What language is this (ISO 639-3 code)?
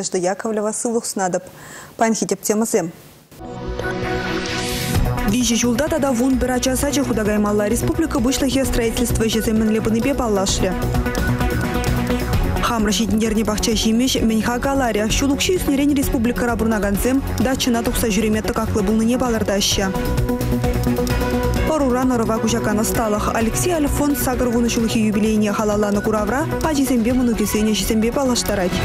chv